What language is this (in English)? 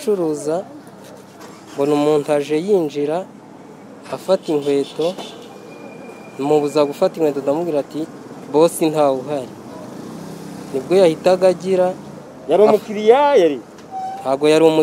Kinyarwanda